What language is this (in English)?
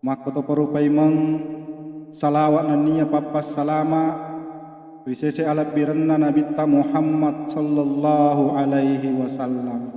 Buginese